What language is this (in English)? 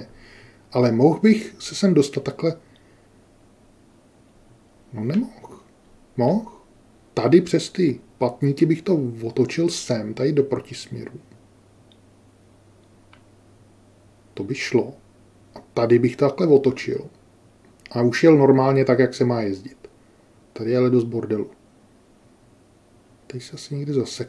Czech